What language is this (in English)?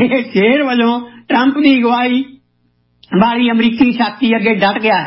Punjabi